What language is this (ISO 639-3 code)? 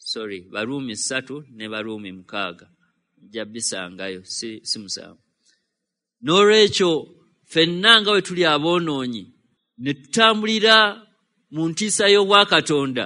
lug